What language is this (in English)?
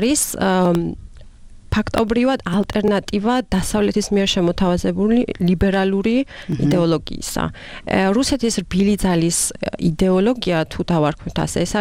Georgian